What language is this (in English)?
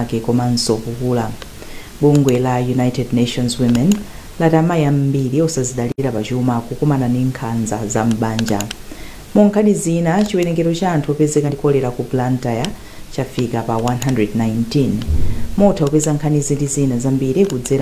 Nyanja